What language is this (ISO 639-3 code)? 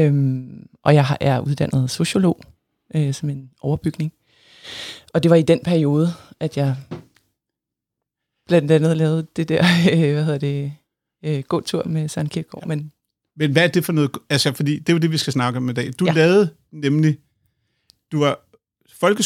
dan